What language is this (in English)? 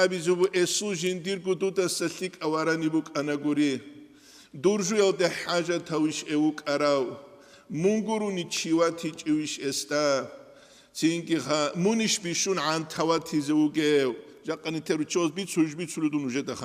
Avaric